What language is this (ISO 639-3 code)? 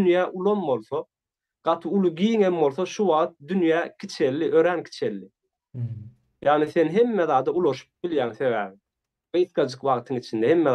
tuk